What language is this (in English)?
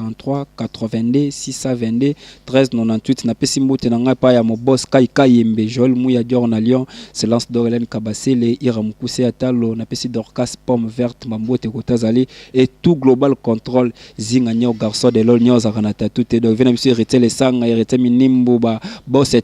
Lingala